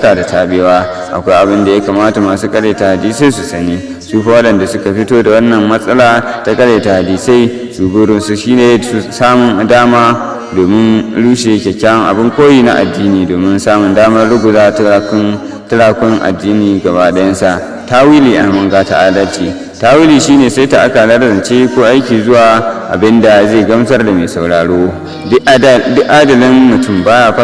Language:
Hausa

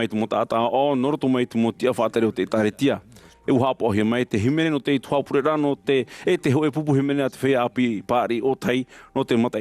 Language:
Tahitian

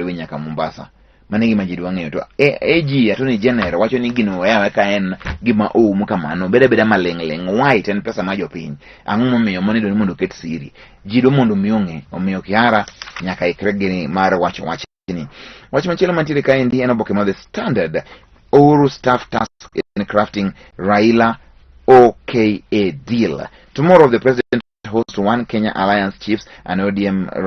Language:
Luo (Kenya and Tanzania)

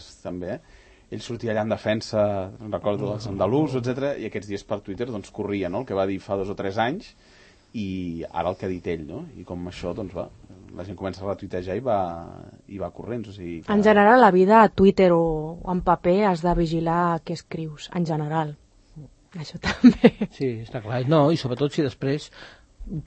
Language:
Catalan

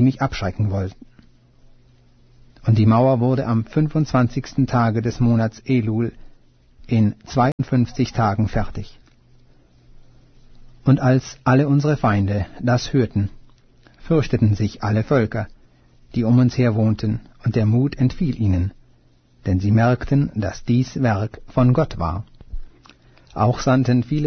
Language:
German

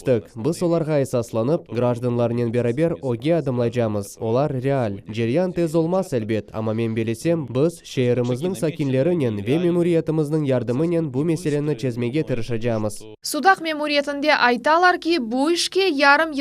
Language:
Crimean Tatar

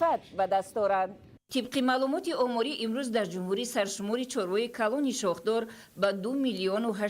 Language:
Tajik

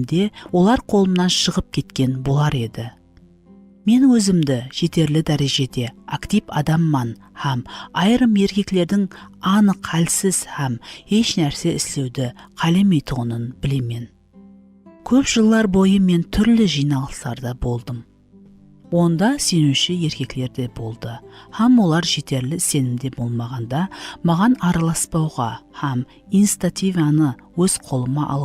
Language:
Kara-Kalpak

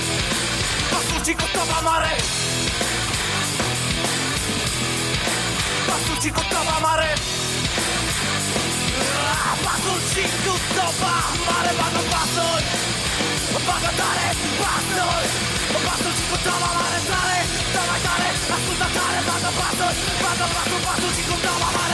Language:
Romanian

